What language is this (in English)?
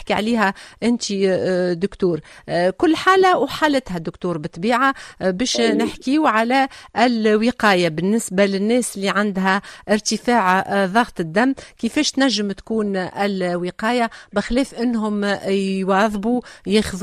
Tunisian Arabic